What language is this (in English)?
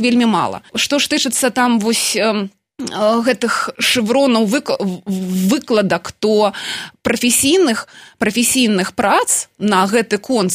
Belarusian